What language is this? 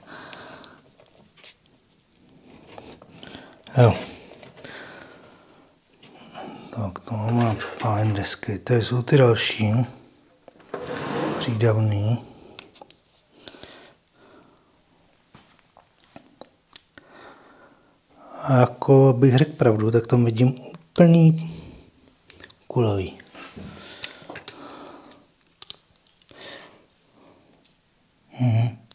Czech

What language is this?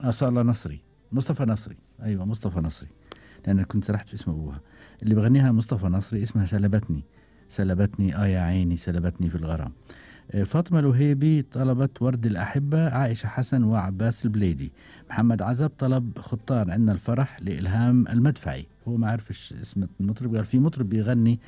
Gulf Arabic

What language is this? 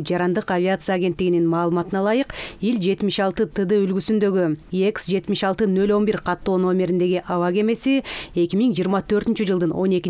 Kyrgyz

